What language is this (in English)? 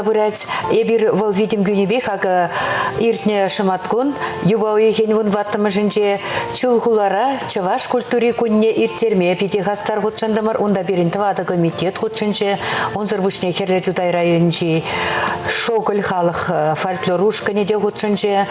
Chuvash